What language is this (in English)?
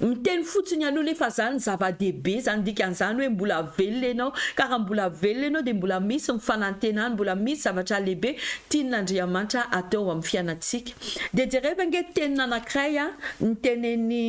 Malagasy